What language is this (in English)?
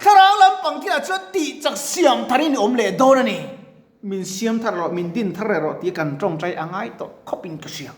Mizo